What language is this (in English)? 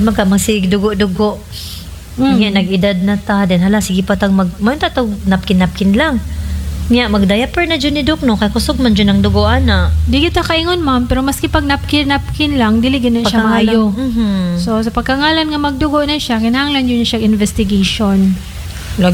Cebuano